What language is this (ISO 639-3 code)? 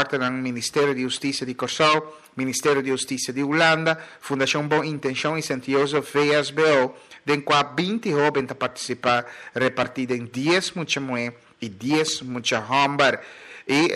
pap